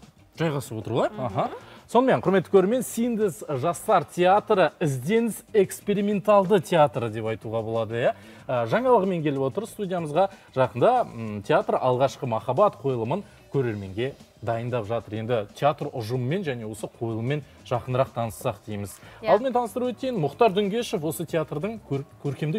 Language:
Kazakh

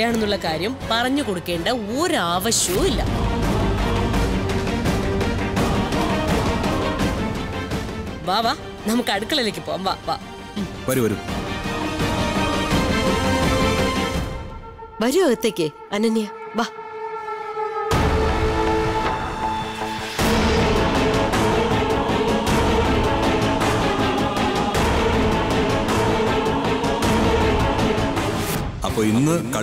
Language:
Malayalam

